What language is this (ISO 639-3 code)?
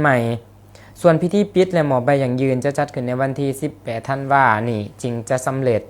lao